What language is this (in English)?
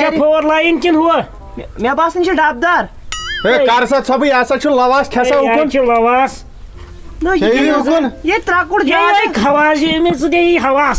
Kashmiri